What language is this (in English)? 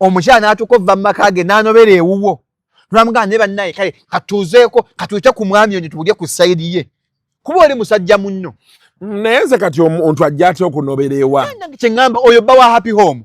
Ganda